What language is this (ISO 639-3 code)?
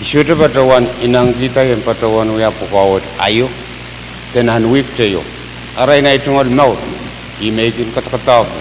pon